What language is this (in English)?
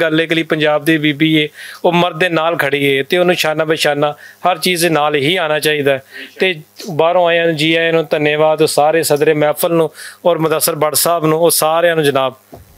Western Panjabi